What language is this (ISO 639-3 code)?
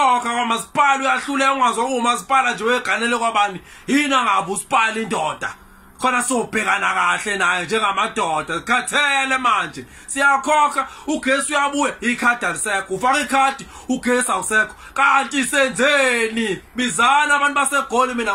zul